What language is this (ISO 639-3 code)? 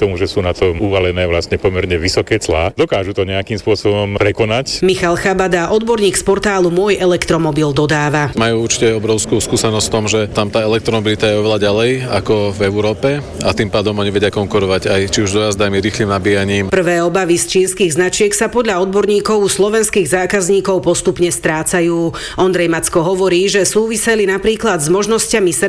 slk